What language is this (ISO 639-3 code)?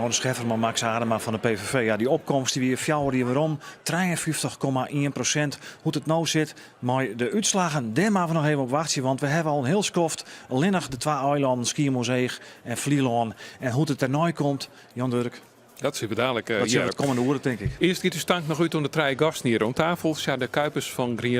fry